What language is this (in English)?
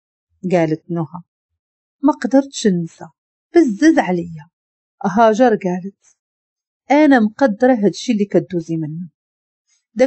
Moroccan Arabic